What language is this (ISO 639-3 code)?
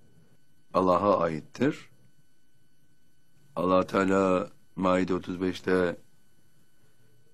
tur